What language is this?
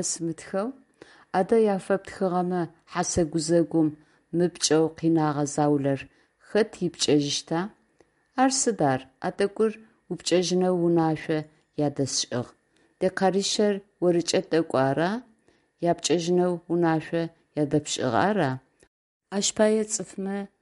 Adyghe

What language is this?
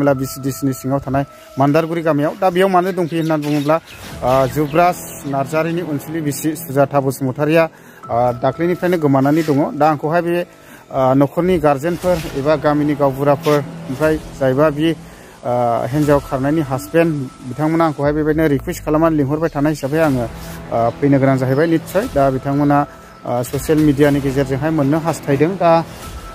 Bodo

